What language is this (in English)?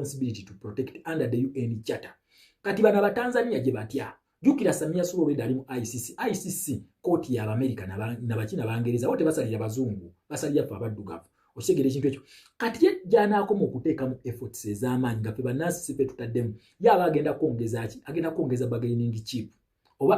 Ganda